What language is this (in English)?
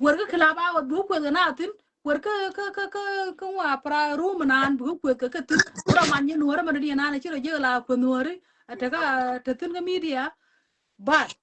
Nuer